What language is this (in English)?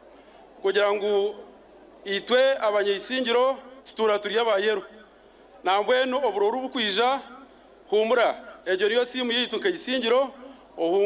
Nyankole